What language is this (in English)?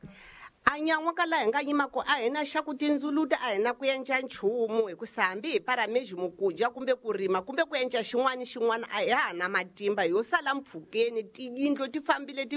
Tsonga